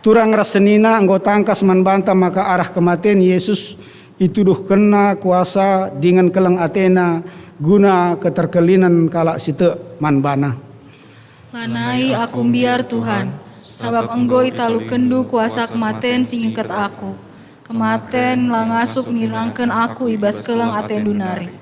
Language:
Batak Karo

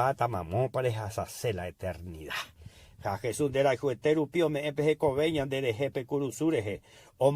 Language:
Guarani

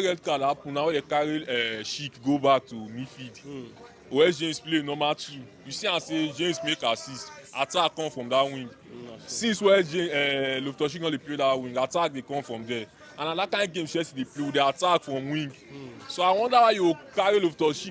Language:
Nigerian Pidgin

